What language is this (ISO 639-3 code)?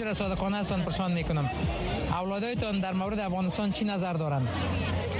fas